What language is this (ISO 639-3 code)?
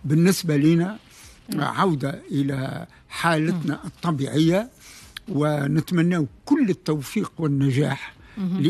aeb